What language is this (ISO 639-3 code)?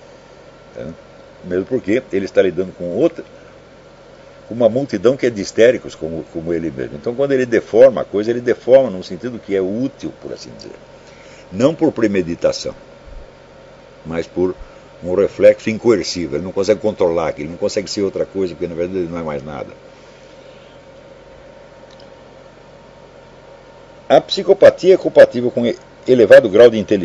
por